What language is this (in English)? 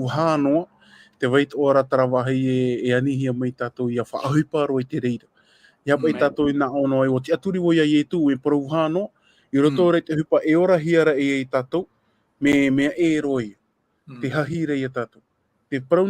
Tahitian